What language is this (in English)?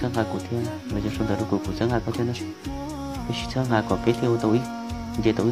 Hmong